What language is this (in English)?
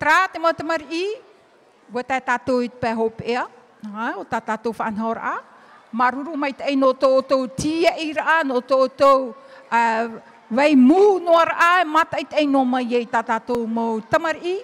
Tahitian